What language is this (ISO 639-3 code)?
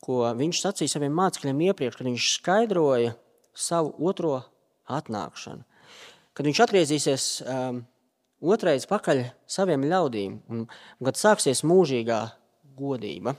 lav